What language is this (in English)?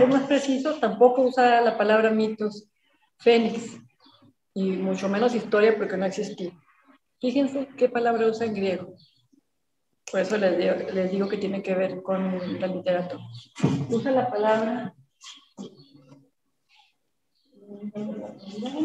Spanish